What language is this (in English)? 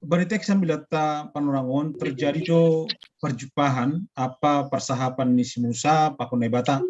Batak Simalungun